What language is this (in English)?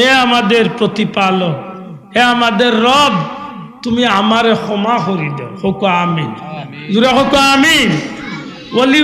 Sylheti